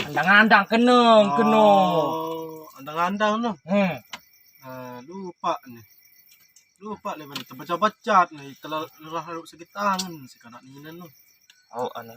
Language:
Sasak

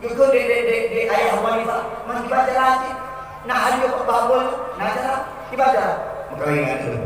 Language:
Achinese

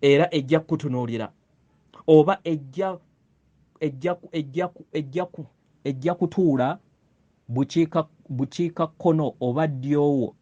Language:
Ganda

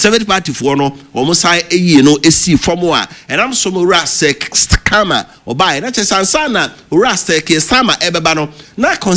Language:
Akan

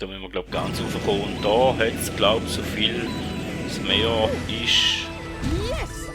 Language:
Swiss German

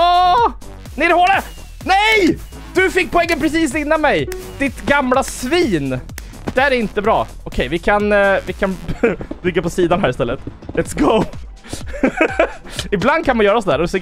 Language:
Swedish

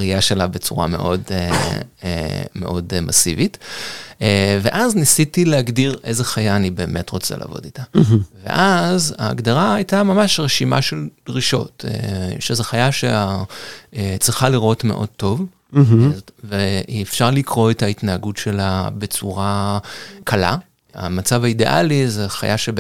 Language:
Hebrew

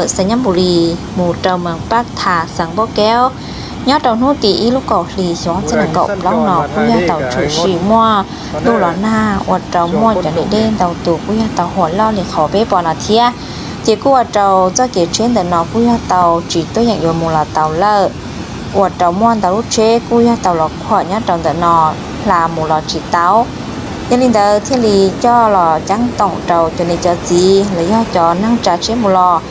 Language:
Hmong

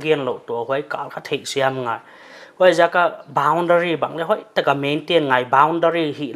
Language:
Paite Chin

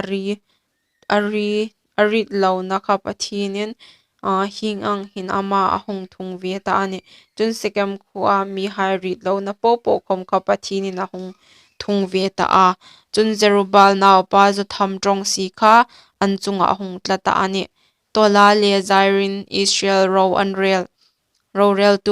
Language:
Hmar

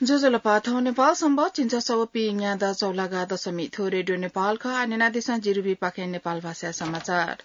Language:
Newari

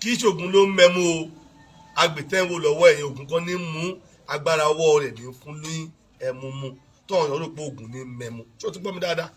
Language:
Yoruba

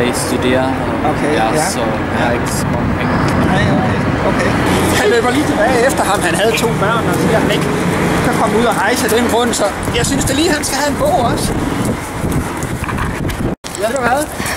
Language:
Danish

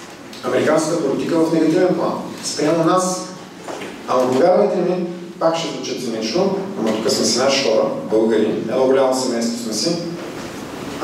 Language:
Bulgarian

